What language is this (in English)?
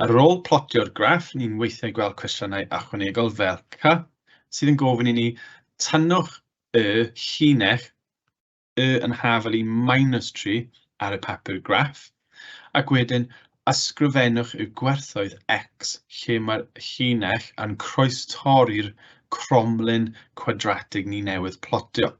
Welsh